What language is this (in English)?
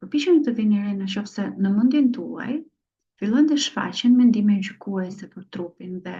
Albanian